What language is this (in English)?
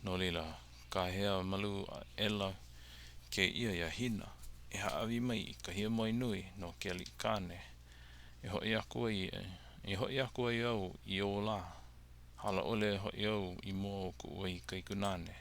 Hawaiian